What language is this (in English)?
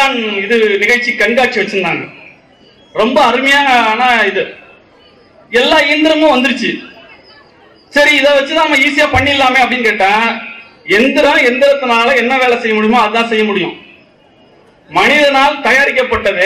Tamil